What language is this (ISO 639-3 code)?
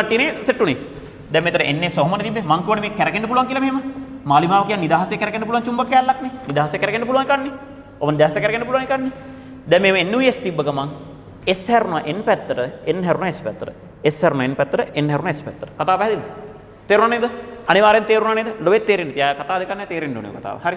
sin